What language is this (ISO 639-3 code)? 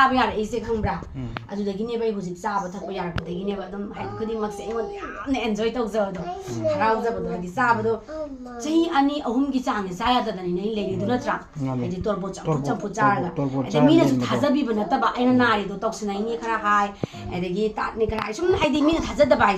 mni